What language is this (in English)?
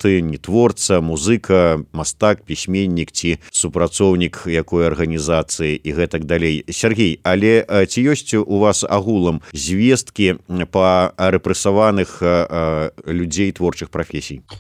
Belarusian